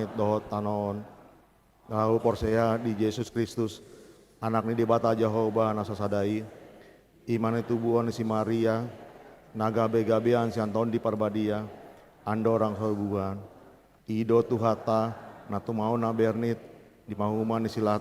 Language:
Batak Toba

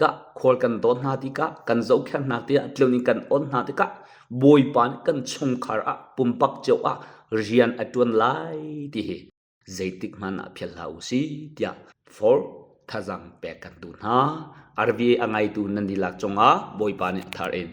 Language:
Hakha Chin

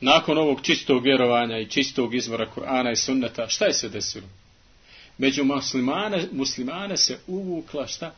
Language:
Bosnian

